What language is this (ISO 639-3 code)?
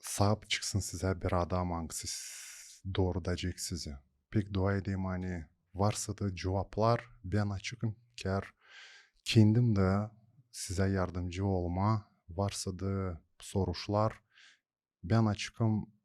gag